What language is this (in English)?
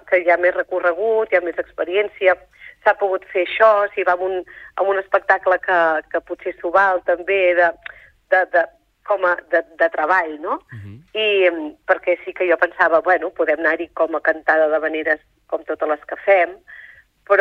Catalan